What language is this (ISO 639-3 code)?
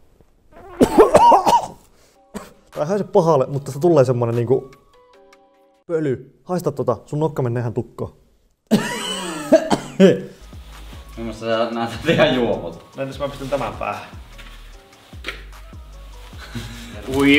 fin